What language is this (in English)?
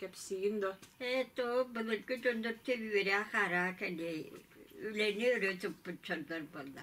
Yakut